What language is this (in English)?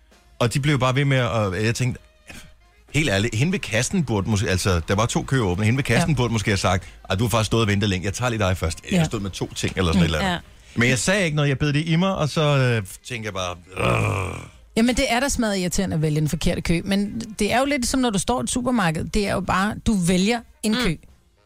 Danish